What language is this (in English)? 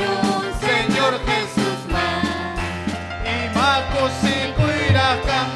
Ayacucho Quechua